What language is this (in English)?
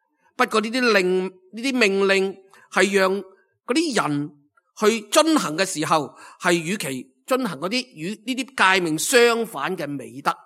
Cantonese